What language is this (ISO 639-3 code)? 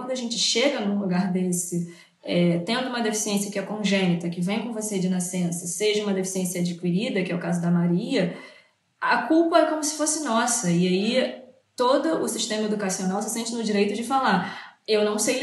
por